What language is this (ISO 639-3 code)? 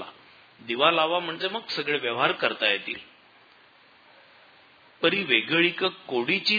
mar